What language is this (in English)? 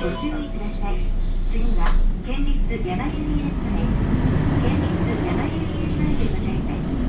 Japanese